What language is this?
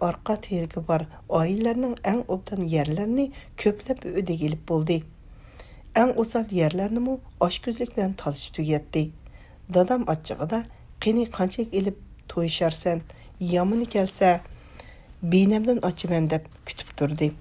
Uyghur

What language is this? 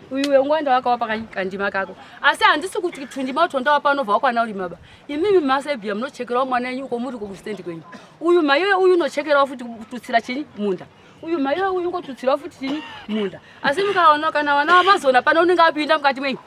Shona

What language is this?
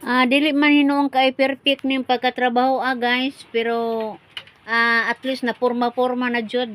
Cebuano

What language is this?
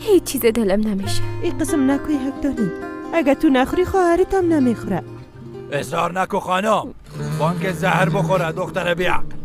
Persian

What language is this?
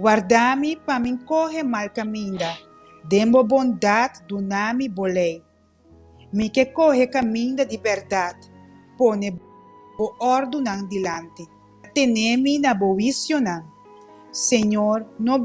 Papiamento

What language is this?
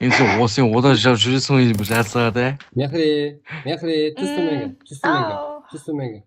Kara-Kalpak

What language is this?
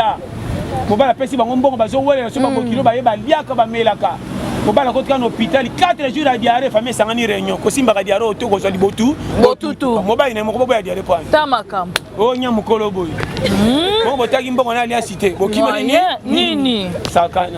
Lingala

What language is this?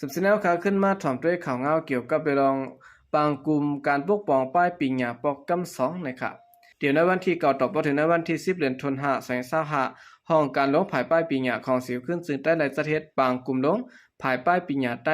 Shan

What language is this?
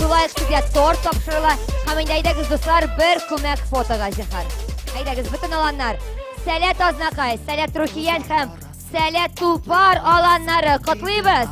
Tatar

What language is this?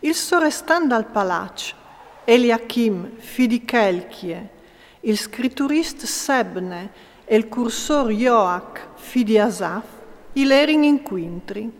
Friulian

